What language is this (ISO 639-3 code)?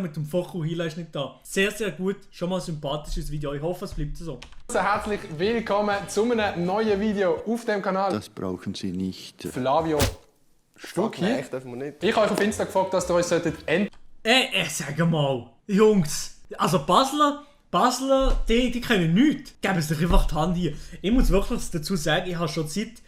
gsw